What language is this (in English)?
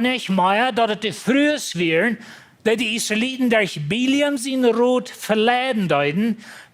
Plautdietsch